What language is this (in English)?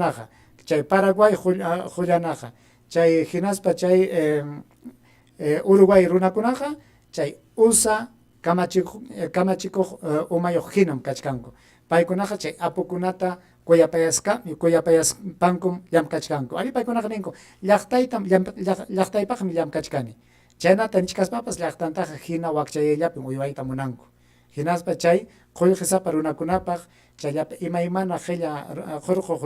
Ayacucho Quechua